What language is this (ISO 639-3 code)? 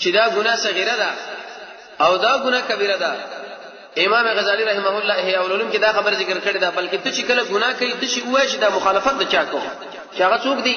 pus